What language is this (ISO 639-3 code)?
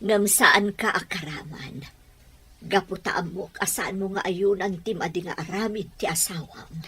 ilo